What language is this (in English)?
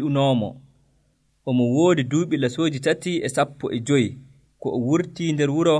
Nigerian Fulfulde